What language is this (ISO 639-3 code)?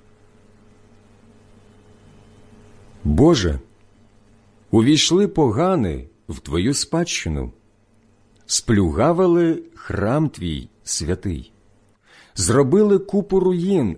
ukr